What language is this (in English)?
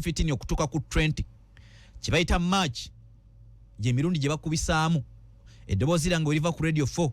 Ganda